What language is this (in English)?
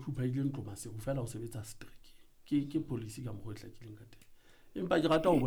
Southern Sotho